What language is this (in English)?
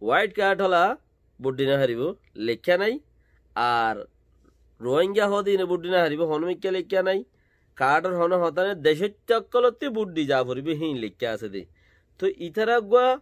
Rohingya